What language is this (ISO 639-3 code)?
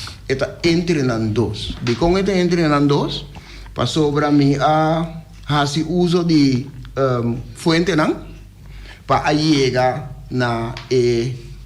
pap